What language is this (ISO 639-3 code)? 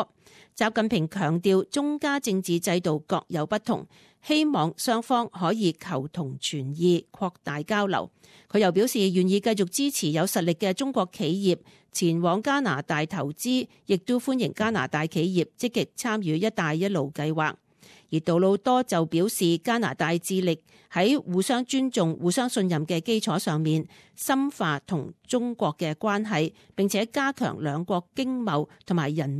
yue